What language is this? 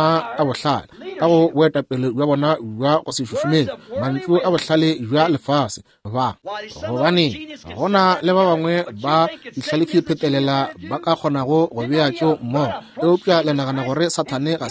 Northern Sotho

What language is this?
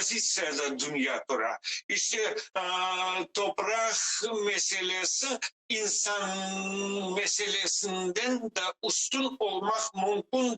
Crimean Tatar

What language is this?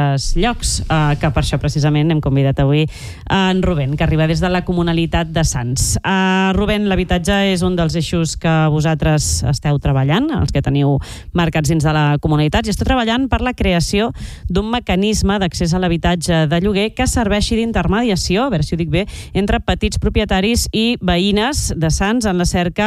Catalan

